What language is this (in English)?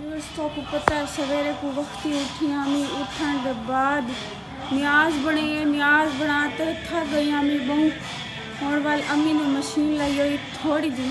Saraiki